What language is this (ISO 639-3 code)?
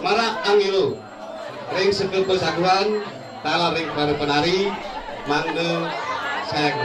ban